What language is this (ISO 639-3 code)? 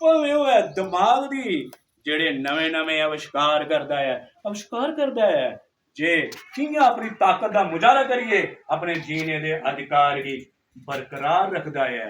doi